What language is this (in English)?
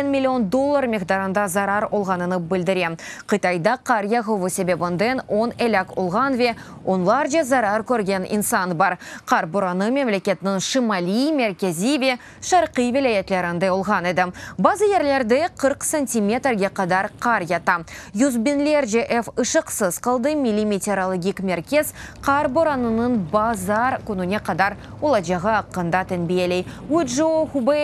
Crimean Tatar